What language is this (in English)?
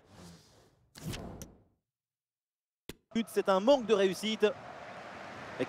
French